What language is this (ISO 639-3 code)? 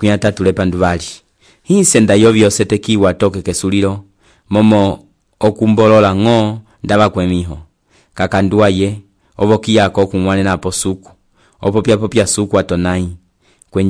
umb